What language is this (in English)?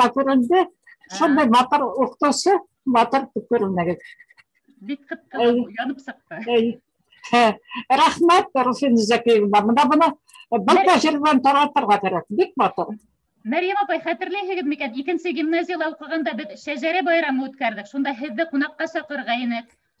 Bashkir